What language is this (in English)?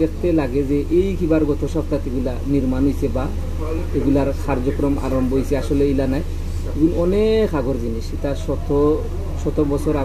Sylheti